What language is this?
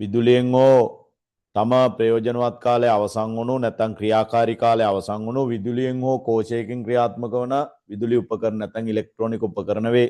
Sinhala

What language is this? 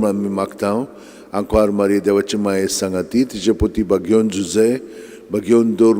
Konkani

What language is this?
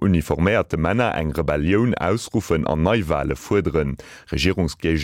Luxembourgish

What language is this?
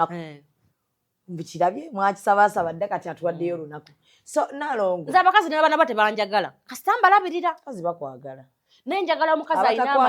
Ganda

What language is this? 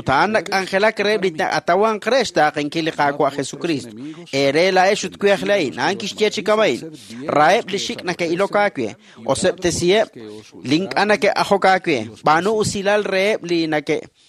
Kekchí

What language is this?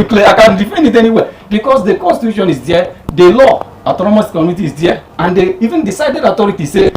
Igbo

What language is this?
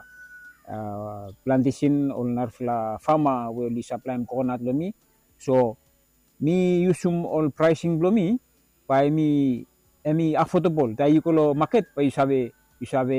Bislama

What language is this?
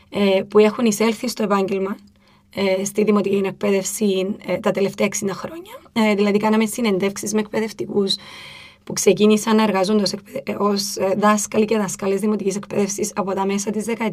Greek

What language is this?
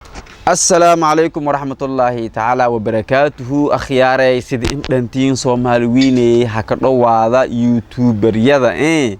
Somali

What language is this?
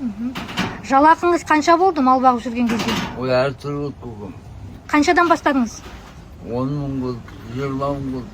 Kazakh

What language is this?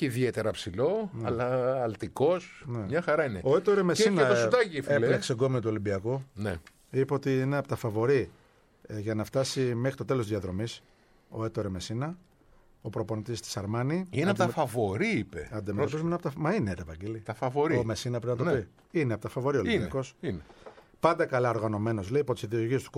Greek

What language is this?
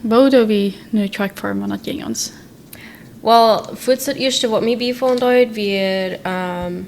Plautdietsch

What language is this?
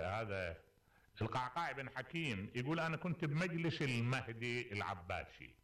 Mesopotamian Arabic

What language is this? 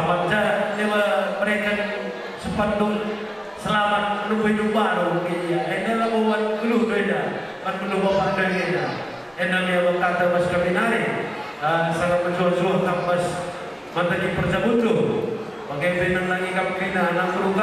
Batak Karo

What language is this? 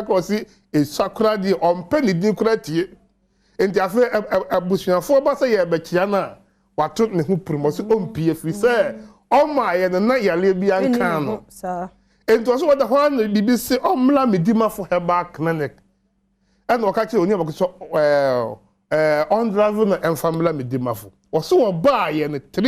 Akan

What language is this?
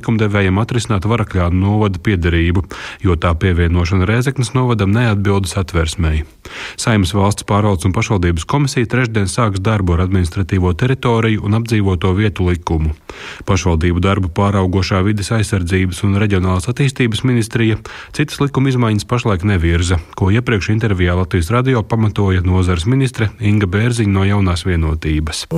Latvian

